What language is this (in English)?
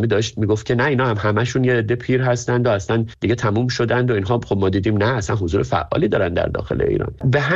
Persian